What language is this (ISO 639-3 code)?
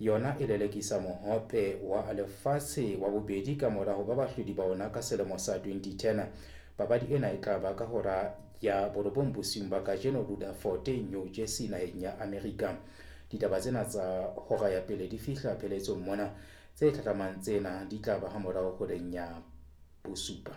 sot